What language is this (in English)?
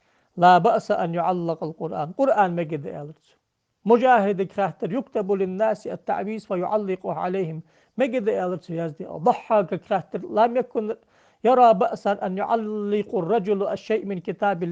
Ingush